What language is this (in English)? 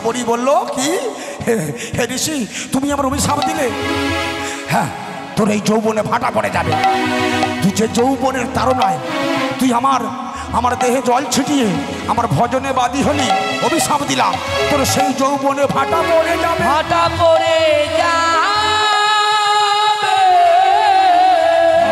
Bangla